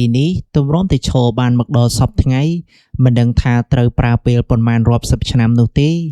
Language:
Khmer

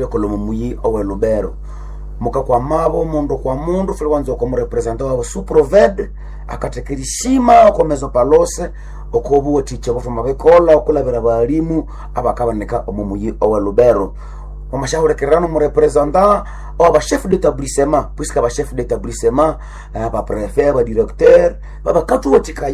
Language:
Nande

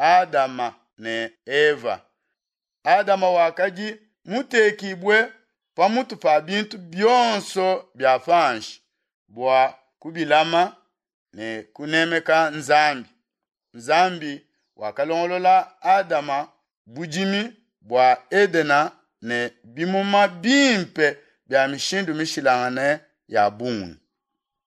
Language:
Luba-Lulua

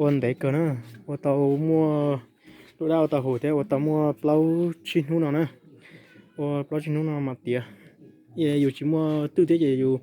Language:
Hmong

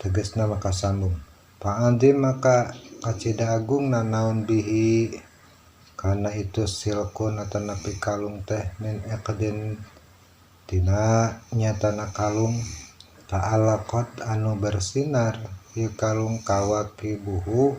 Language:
Sundanese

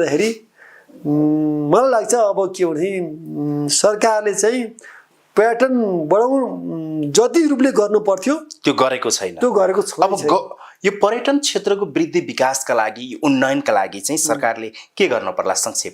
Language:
Nepali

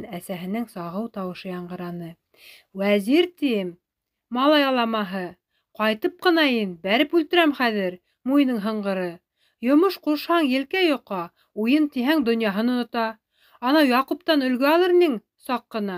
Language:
Bashkir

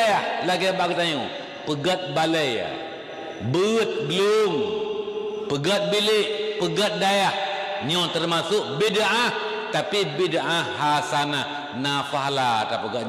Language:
Achinese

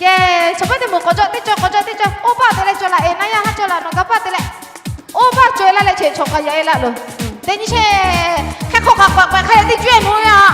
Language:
Lahu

